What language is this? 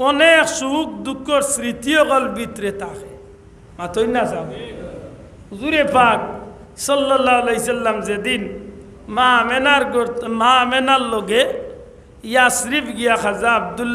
Sylheti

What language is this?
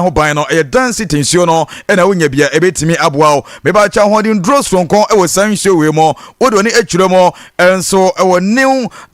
Akan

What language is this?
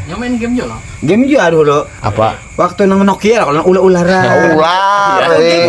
Banjar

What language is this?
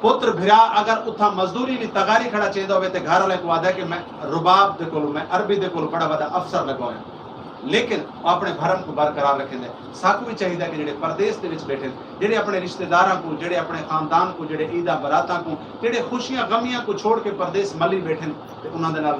Saraiki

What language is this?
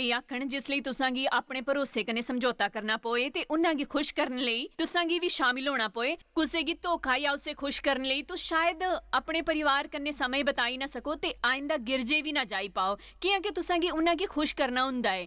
Dogri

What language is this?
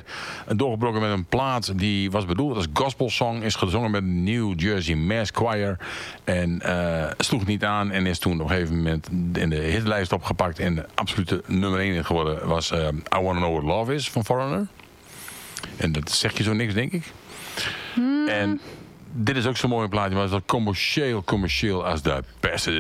Dutch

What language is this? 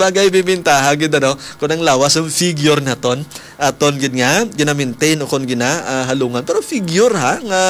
Hiligaynon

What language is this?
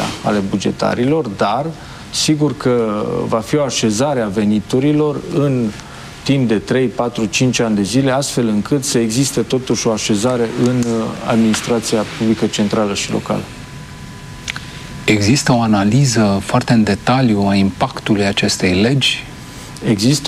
Romanian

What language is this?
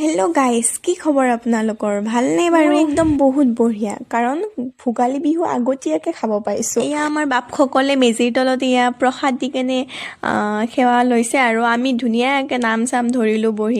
Assamese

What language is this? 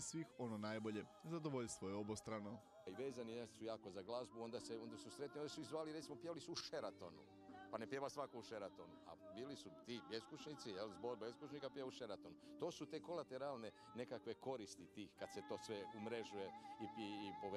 Croatian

